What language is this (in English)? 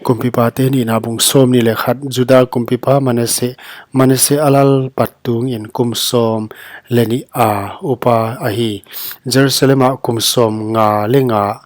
Paite Chin